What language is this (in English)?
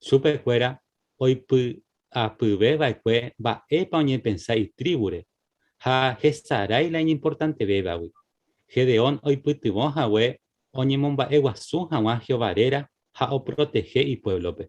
Guarani